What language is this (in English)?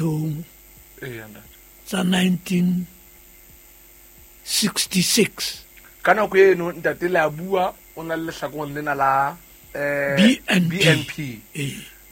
Southern Sotho